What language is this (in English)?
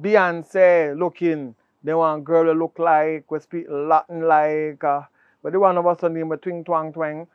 Jamaican Creole English